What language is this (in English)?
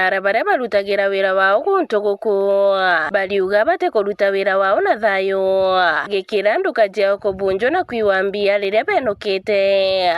Meru